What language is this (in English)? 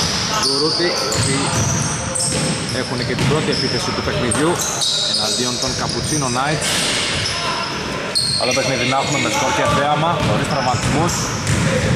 Greek